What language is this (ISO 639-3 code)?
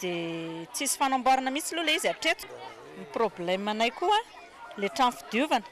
mlg